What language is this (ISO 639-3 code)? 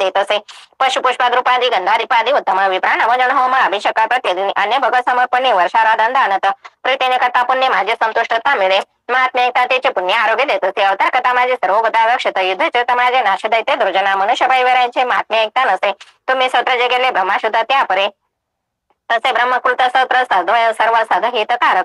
mar